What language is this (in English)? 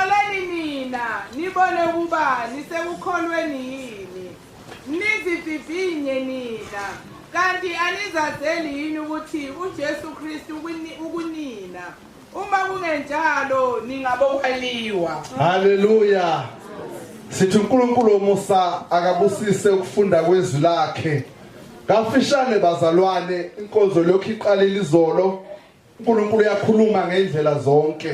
Zulu